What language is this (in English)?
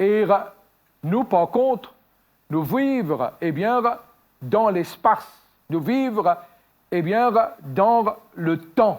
Morisyen